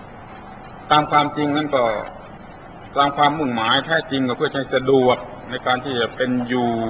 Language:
Thai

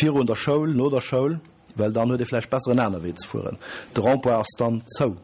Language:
Luxembourgish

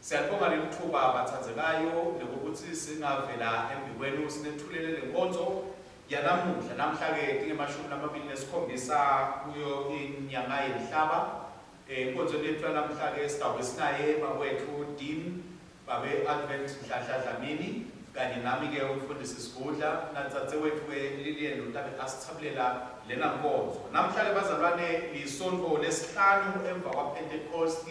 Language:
Swati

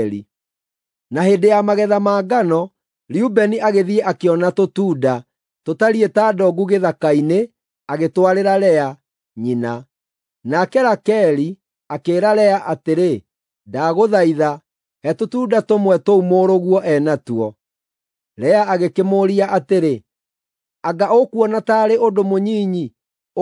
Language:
Kikuyu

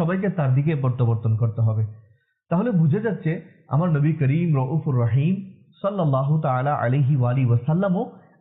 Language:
Bangla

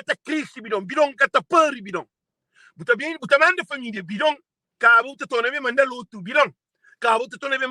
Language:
Kabuverdianu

